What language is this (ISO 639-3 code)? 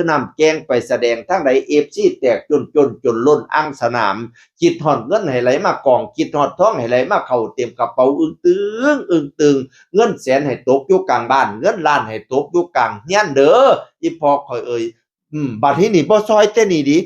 tts